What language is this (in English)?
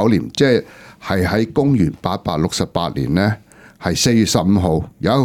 Cantonese